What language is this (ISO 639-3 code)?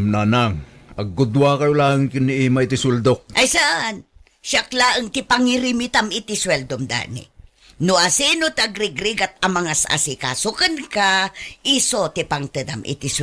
ilo